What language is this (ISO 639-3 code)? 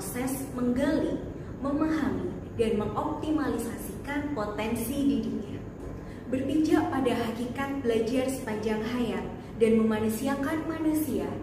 ind